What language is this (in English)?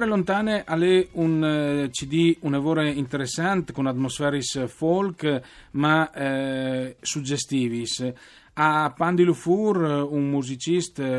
Friulian